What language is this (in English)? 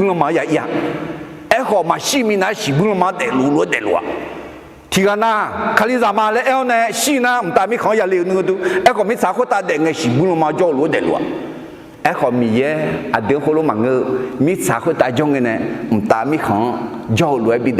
Akha